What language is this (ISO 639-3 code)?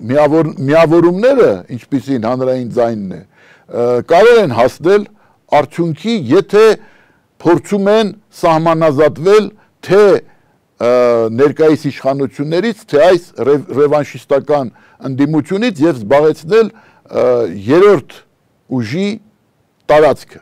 hye